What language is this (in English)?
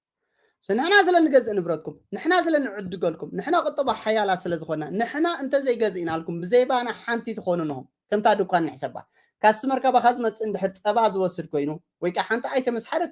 Tigrinya